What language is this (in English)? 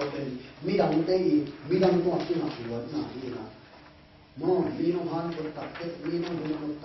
Tedim Chin